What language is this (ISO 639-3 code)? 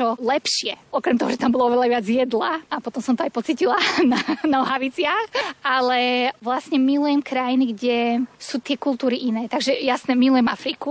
slk